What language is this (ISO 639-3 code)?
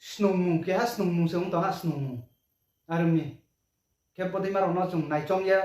ria